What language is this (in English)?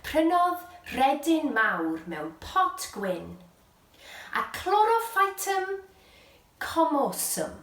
Welsh